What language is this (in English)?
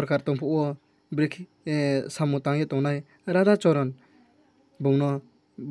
Riang (India)